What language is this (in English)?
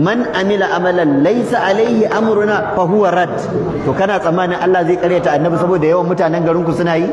Hausa